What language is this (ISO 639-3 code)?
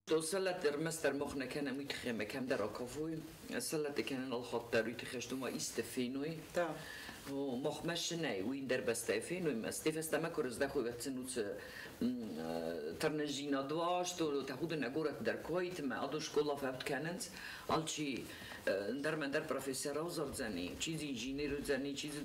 oss